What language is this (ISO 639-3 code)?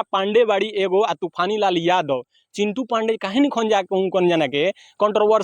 bho